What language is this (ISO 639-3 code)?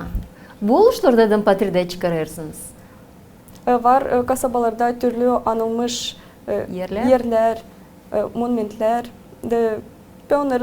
gag